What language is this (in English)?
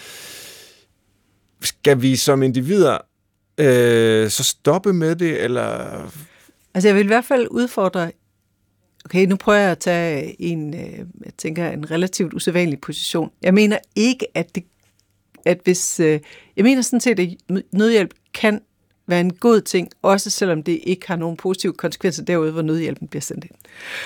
Danish